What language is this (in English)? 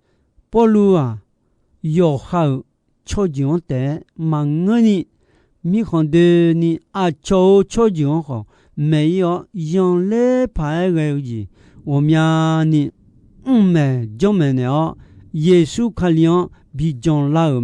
Akha